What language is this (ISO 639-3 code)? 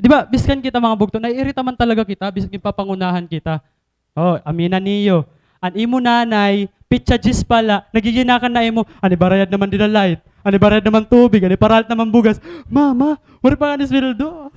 war